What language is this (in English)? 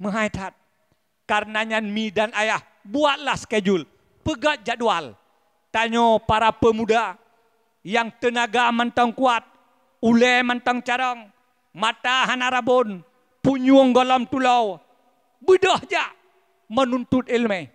Achinese